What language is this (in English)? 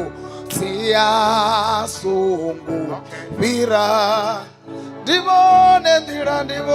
Venda